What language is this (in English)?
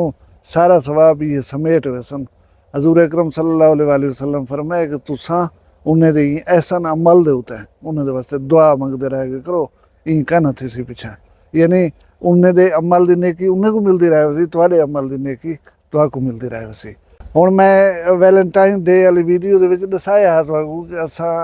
Saraiki